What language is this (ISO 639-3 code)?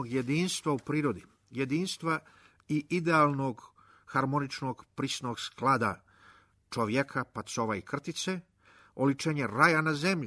srp